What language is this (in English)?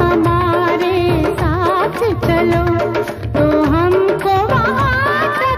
Hindi